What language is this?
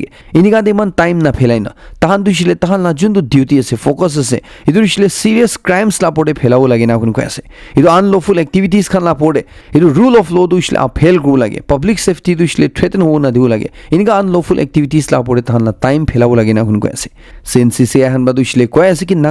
Naga Pidgin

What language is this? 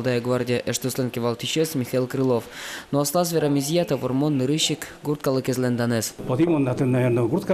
Udmurt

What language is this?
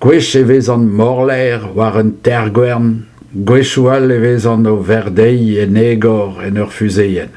Breton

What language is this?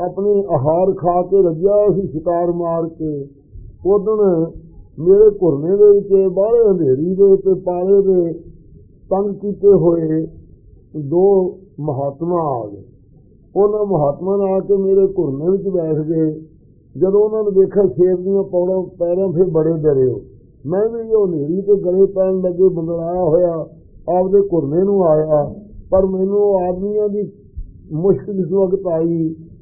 Punjabi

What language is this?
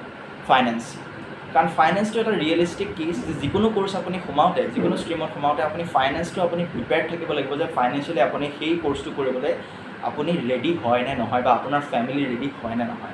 Assamese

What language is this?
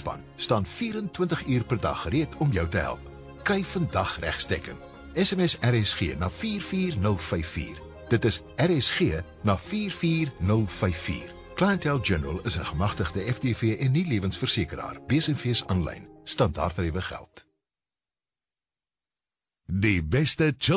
Afrikaans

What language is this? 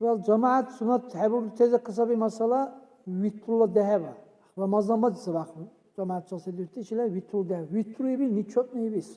Dargwa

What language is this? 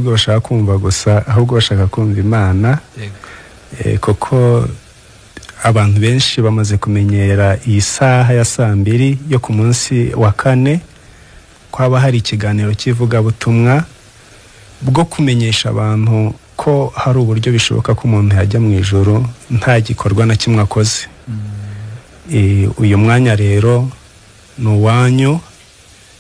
Kinyarwanda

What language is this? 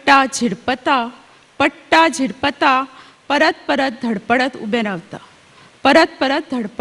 Konkani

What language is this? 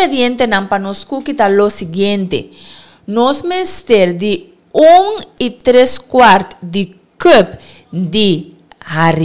Papiamento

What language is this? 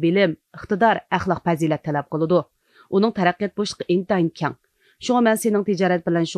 Uyghur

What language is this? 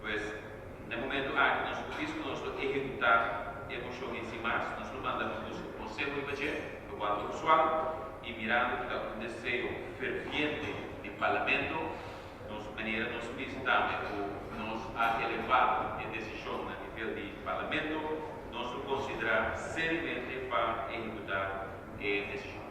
Papiamento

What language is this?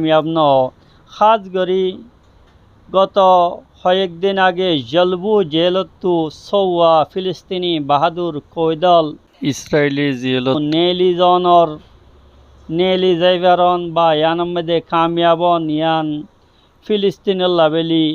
Rohingya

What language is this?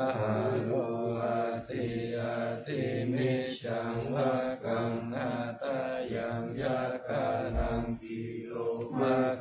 Thai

